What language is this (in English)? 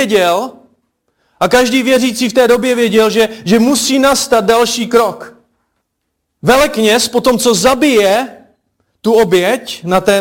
Czech